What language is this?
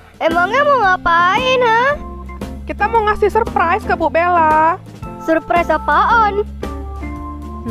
Indonesian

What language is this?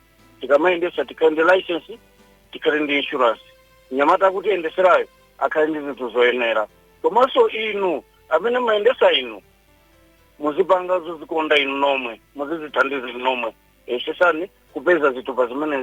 Nyanja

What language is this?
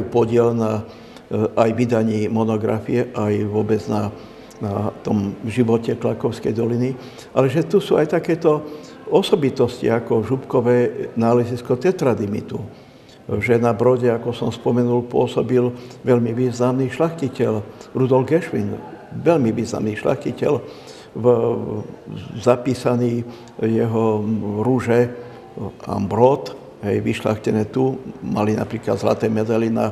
Slovak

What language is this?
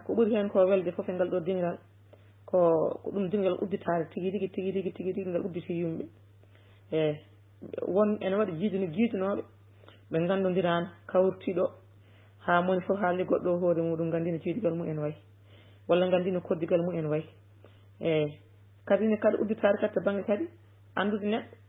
Fula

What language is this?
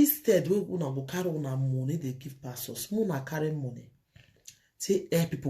Nigerian Pidgin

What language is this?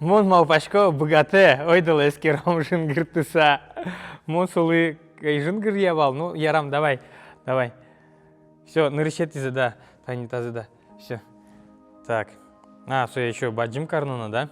Udmurt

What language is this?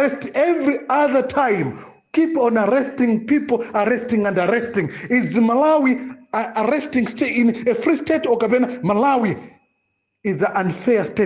Nyanja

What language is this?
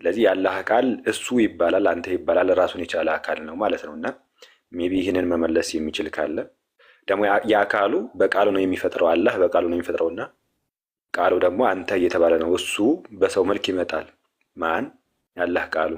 Amharic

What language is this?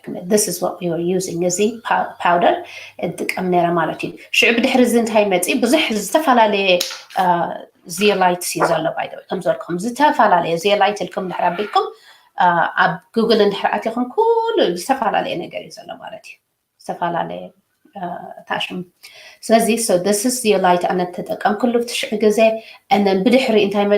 Tigrinya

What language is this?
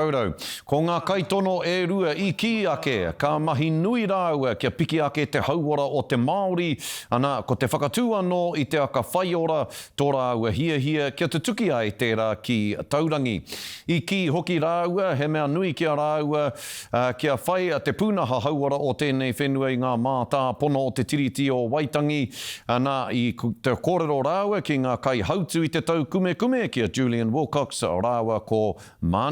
Māori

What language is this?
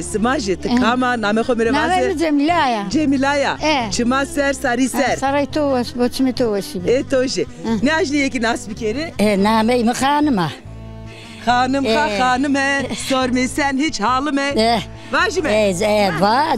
Zaza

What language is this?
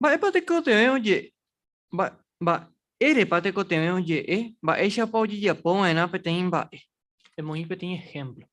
Guarani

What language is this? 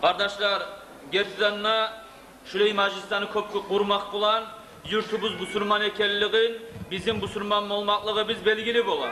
Kumyk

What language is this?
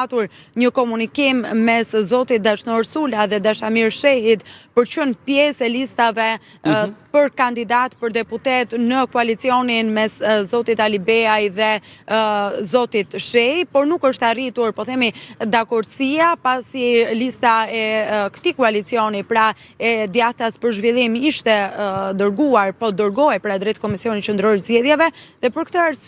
Albanian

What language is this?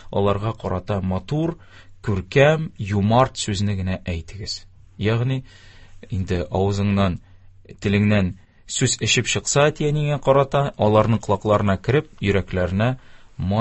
Tatar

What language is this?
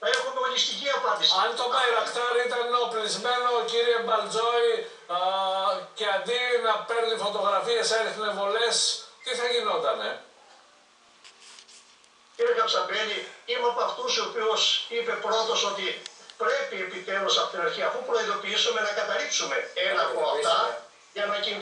Greek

